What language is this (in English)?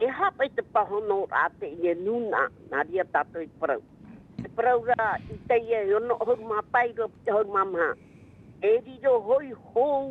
Tahitian